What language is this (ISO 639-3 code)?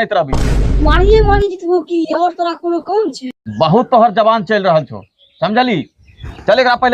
anp